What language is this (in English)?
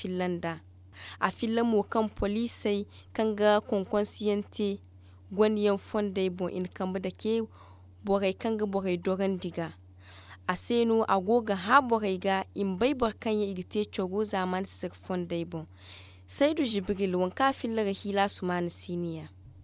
Zarma